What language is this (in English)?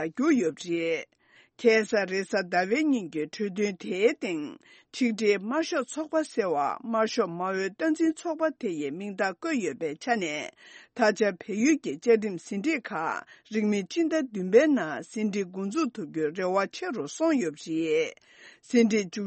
Tibetan